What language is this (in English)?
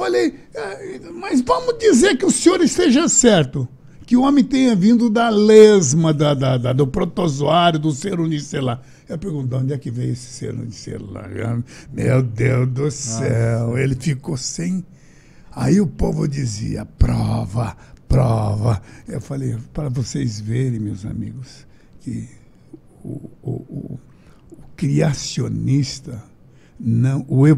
Portuguese